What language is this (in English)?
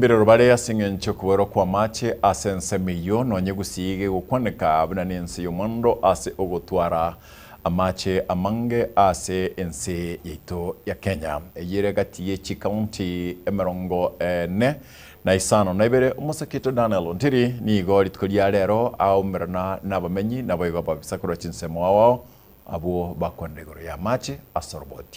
Gusii